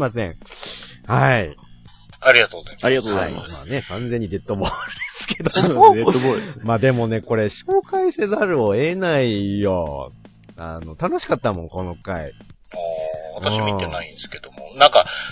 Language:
Japanese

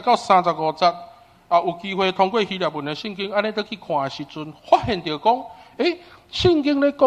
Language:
Min Nan Chinese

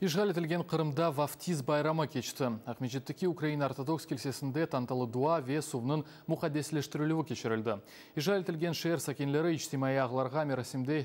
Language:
Crimean Tatar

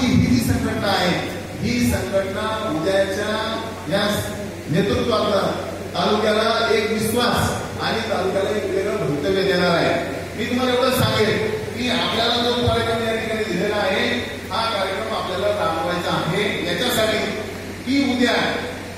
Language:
Marathi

